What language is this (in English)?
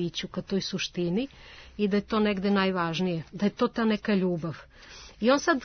Serbian